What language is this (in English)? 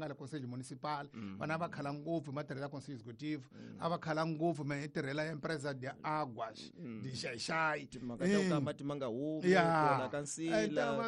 Tsonga